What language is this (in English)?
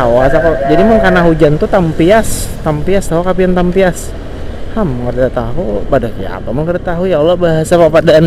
Banjar